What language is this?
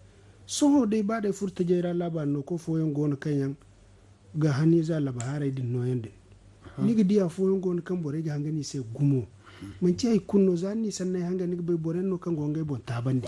Zarma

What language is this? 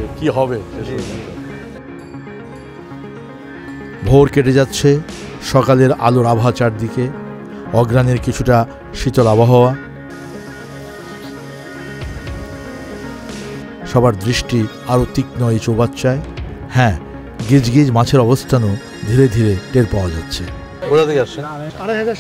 Bangla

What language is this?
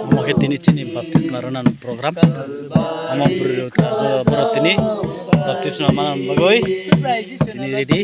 Kok Borok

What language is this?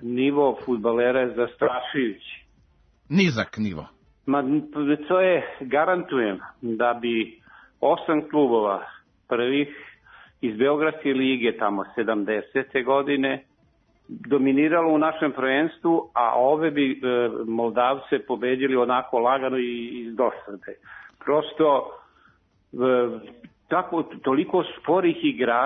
Serbian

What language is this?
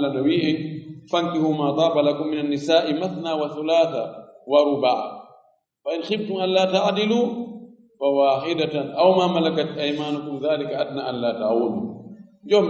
Fula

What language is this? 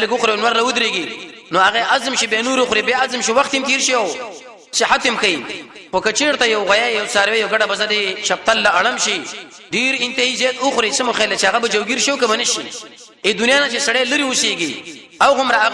Pashto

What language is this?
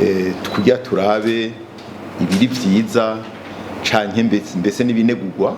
Rundi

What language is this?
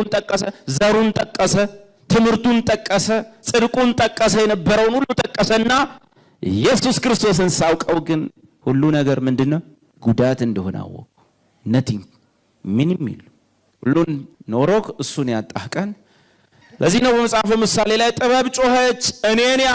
Amharic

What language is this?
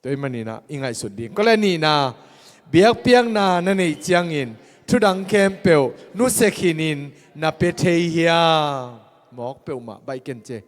Tedim Chin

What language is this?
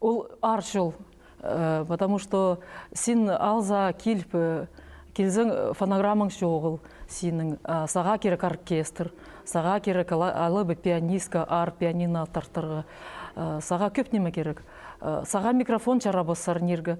Khakas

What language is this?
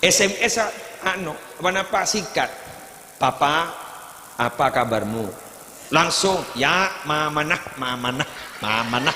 Madurese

